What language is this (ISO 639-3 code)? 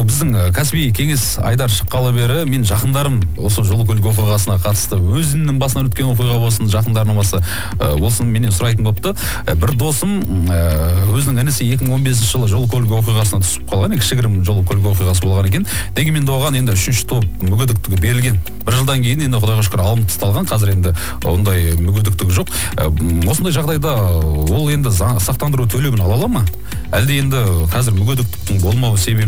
kaz